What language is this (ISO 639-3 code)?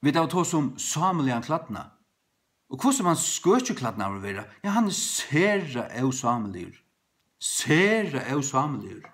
fao